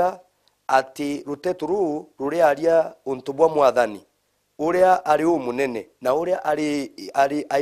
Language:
Meru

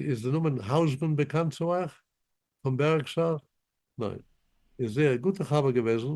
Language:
Yiddish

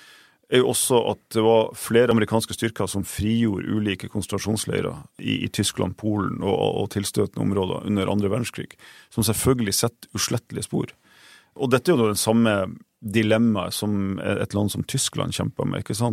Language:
Norwegian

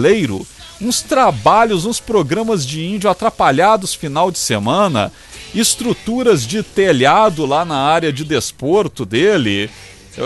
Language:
Portuguese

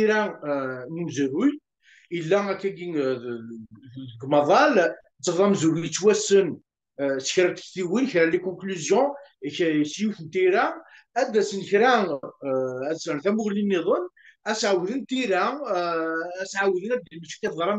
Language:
Kabyle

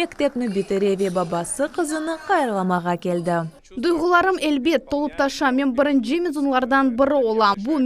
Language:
Crimean Tatar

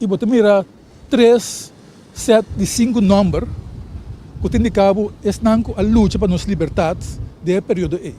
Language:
Papiamento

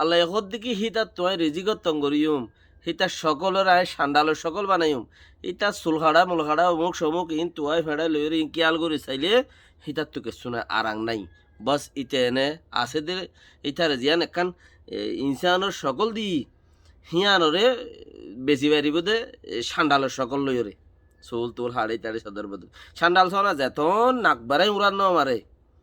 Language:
Rohingya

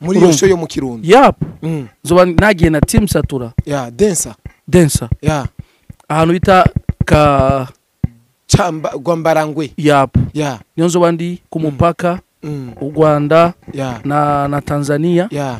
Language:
Rundi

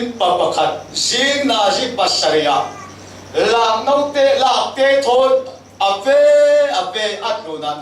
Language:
Falam Chin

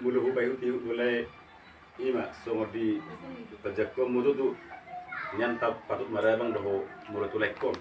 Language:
Batak Toba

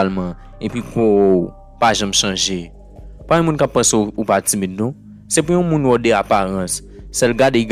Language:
Haitian Creole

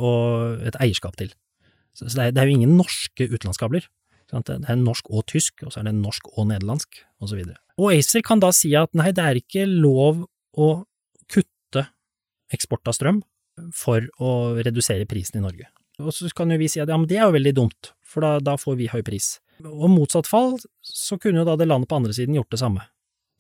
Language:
Norwegian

